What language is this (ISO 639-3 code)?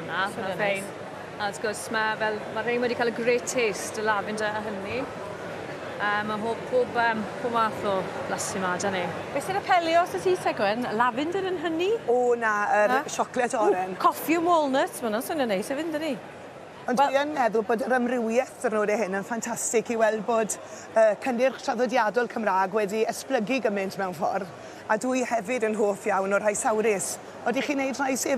cym